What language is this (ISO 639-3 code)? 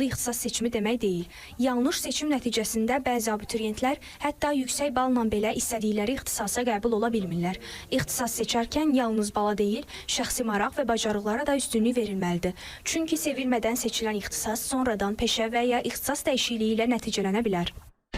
aze